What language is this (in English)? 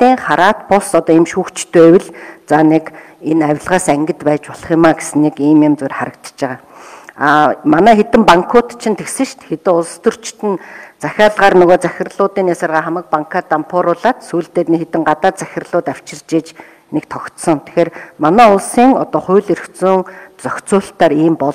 Mongolian